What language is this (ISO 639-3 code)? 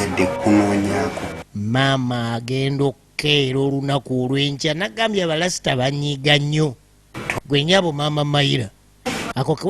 lug